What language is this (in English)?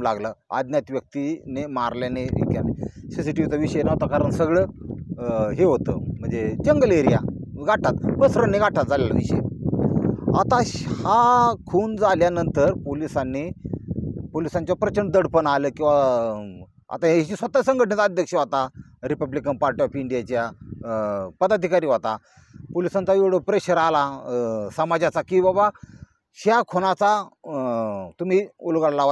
Marathi